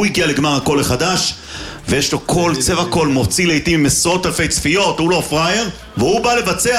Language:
Hebrew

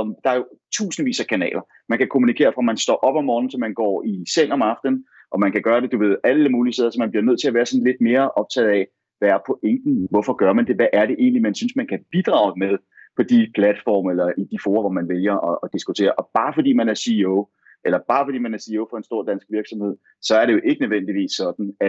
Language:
Danish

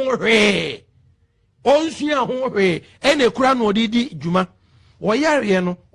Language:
Akan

